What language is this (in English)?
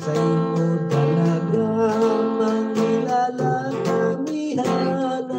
Hiligaynon